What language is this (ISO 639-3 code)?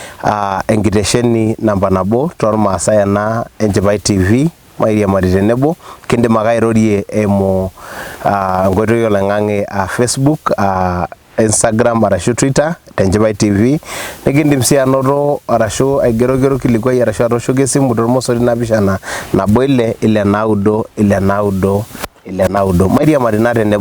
mas